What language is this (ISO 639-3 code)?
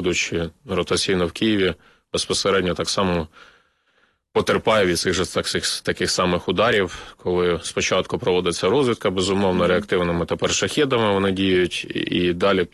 ukr